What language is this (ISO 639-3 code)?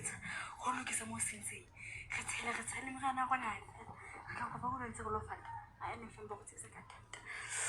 sot